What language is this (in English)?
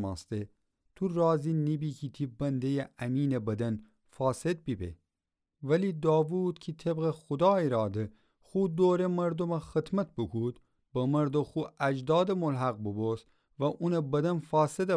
Gilaki